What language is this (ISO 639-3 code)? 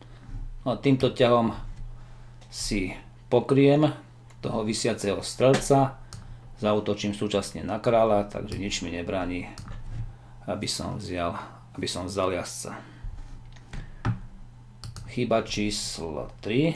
slk